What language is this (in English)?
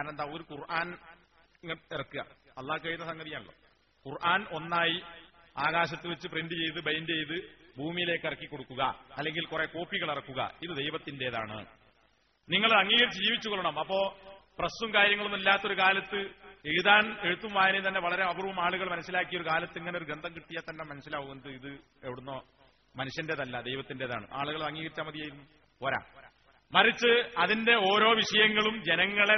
Malayalam